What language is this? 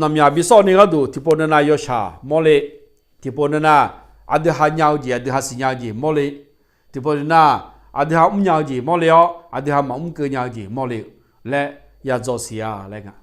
Akha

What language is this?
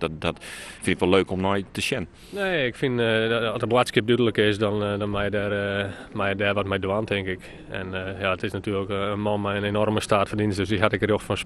Western Frisian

